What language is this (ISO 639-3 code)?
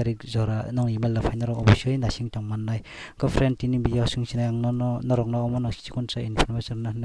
trp